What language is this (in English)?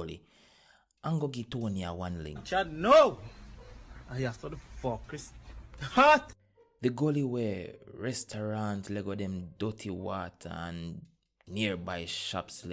Jamaican Creole English